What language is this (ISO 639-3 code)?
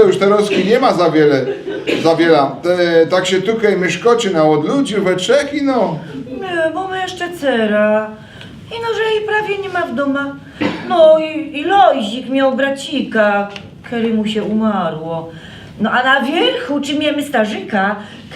szl